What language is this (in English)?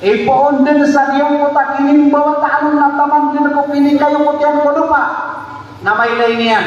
Maranao